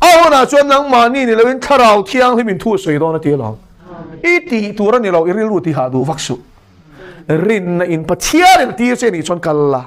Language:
Mizo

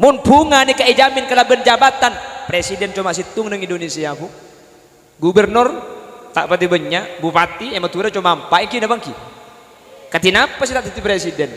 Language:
Madurese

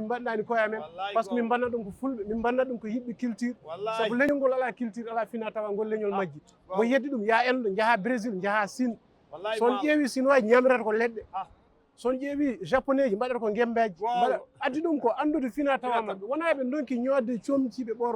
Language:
Fula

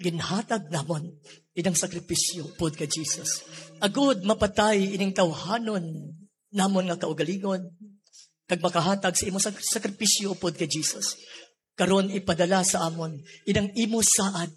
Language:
Hiligaynon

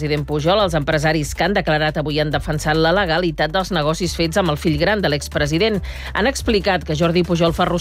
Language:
Catalan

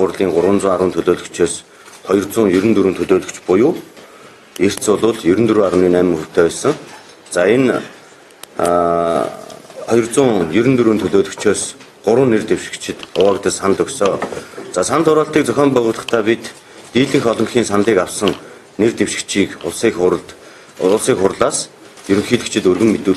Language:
Mongolian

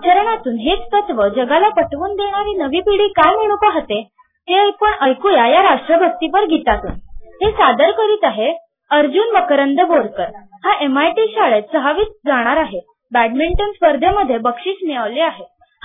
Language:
Marathi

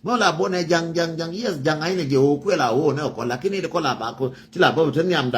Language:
Nuer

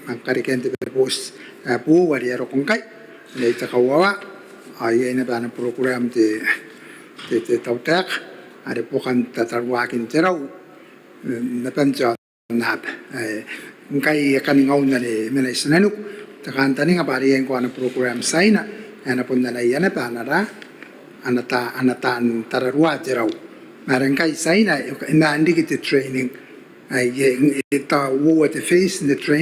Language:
Gilbertese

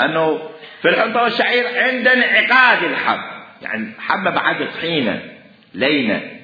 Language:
Mesopotamian Arabic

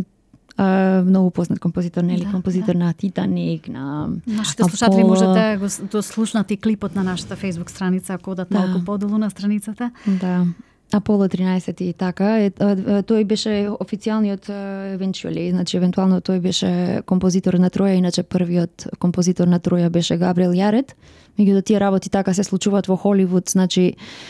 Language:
Macedonian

